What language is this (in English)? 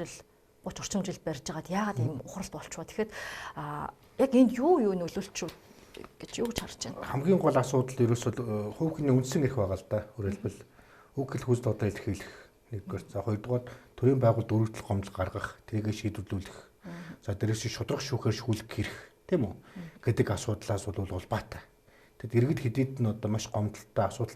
Mongolian